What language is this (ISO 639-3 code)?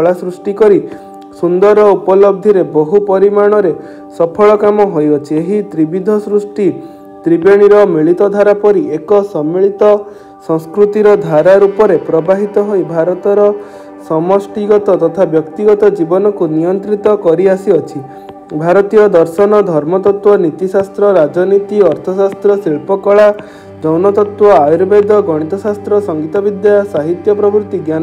ori